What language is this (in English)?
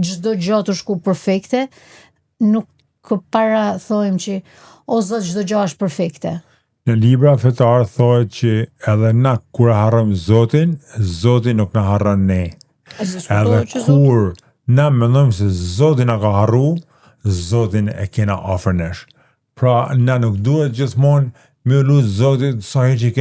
Albanian